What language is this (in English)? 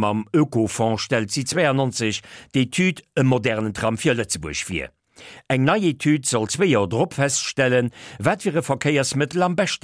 Luxembourgish